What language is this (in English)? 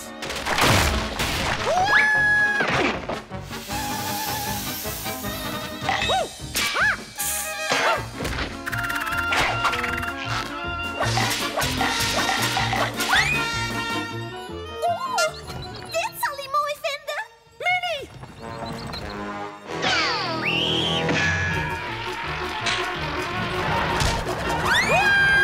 Dutch